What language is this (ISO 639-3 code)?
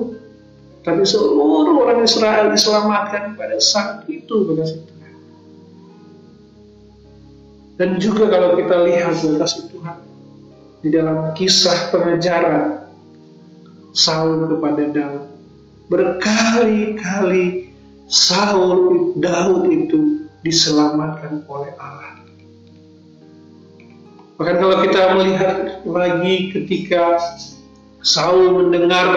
ind